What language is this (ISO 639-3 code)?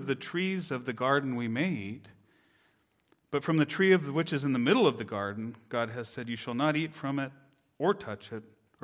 eng